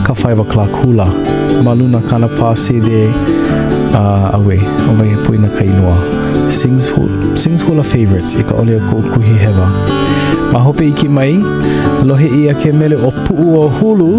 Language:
Hawaiian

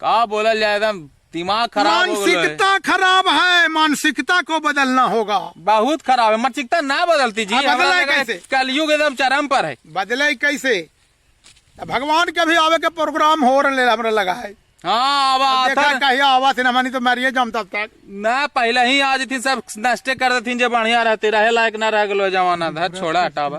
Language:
Magahi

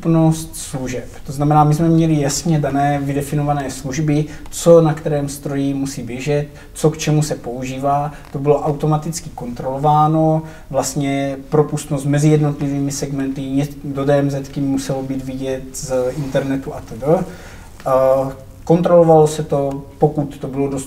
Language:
Czech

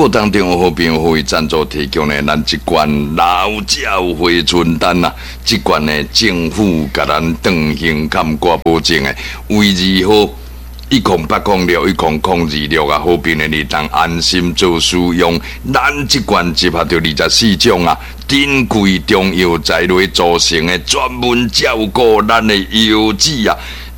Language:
Min Nan Chinese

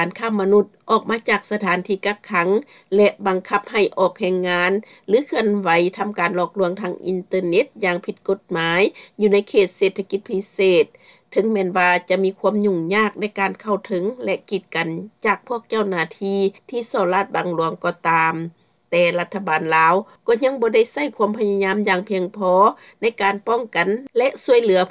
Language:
Lao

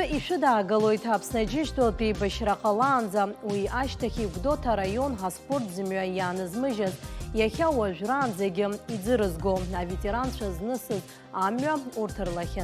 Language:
Abkhazian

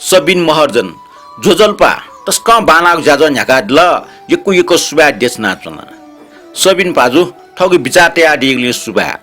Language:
Newari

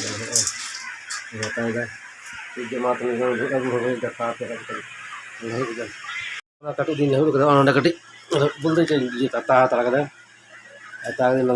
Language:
Santali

